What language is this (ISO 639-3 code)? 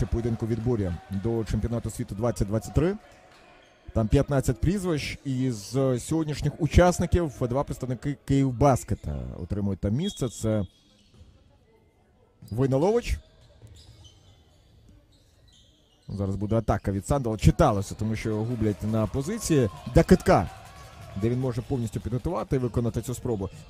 ukr